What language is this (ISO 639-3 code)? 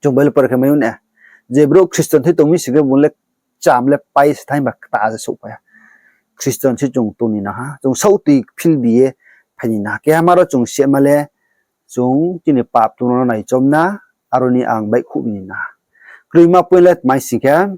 ria